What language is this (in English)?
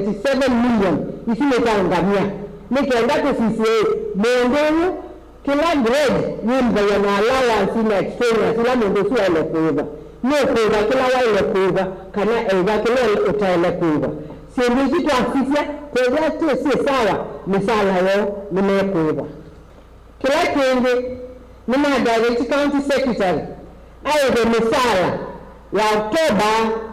Kamba